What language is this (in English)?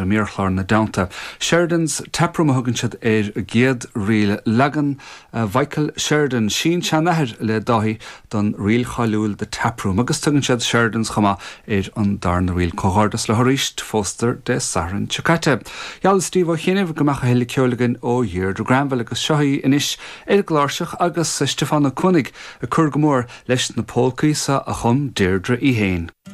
Irish